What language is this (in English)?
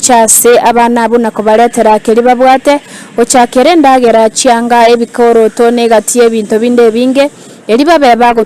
Gusii